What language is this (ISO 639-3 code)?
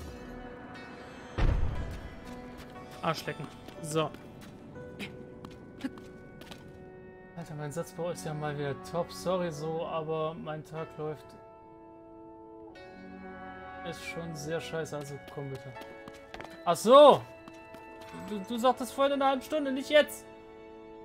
deu